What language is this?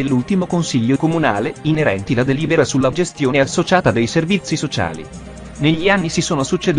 Italian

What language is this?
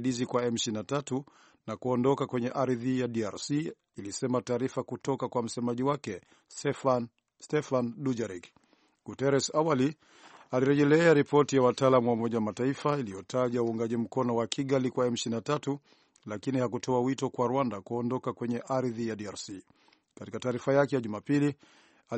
Swahili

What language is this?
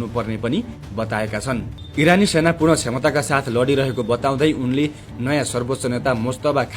Nepali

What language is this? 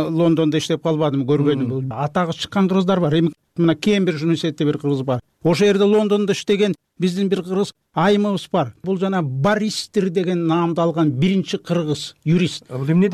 Kyrgyz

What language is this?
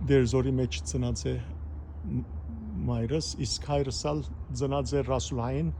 Western Armenian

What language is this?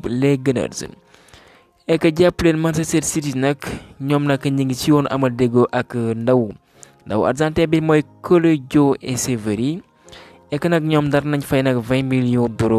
Wolof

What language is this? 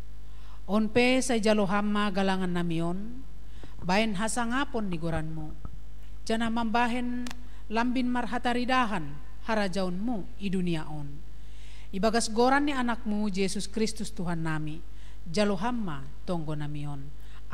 Batak Simalungun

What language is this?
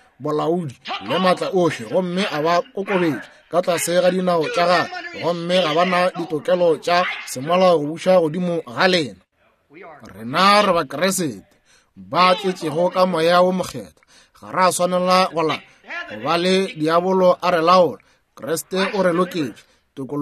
Northern Sotho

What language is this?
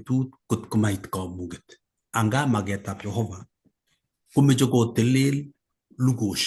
Kalenjin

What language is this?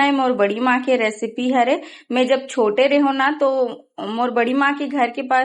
Chhattisgarhi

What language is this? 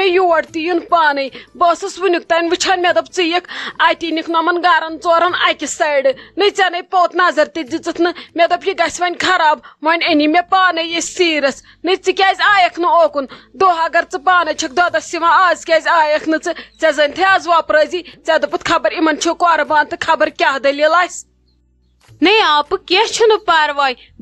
Kashmiri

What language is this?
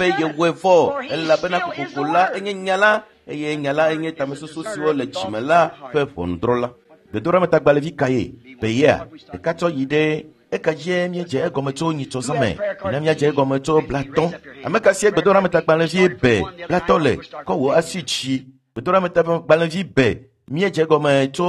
Ewe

